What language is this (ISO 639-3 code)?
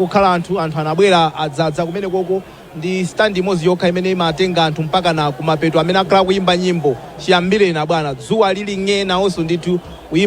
nya